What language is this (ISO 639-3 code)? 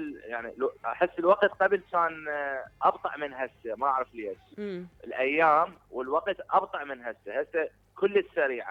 acm